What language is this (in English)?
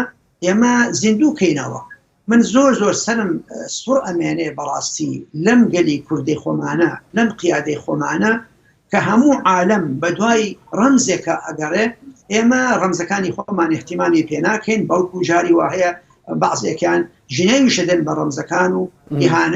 Central Kurdish